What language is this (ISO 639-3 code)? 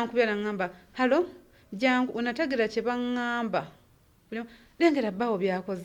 lug